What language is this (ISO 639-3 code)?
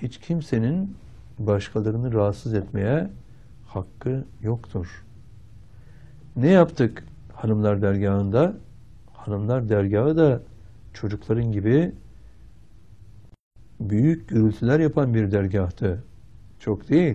tur